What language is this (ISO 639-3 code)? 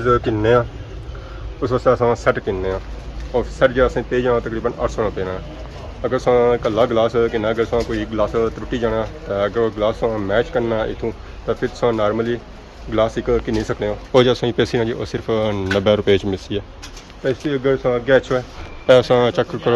phr